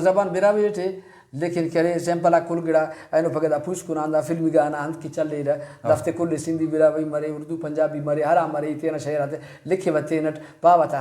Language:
Brahui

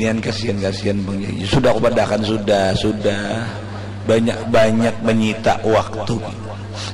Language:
Banjar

